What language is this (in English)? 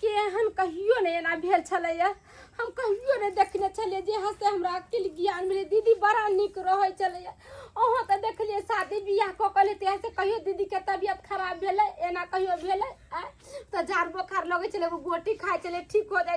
Maithili